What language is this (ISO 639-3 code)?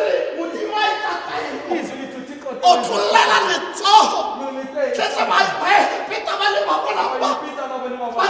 tsn